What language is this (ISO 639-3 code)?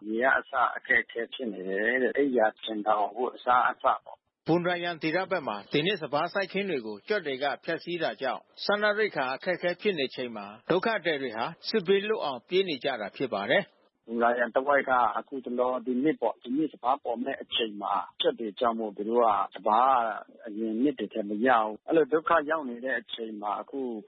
mya